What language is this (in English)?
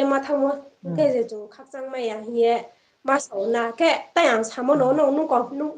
Riang (India)